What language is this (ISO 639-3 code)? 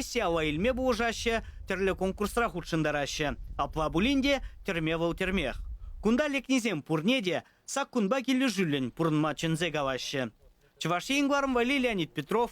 chv